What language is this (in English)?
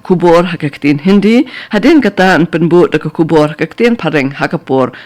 Khasi